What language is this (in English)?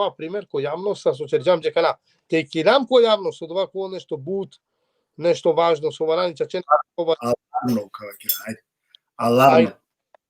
Balkan Romani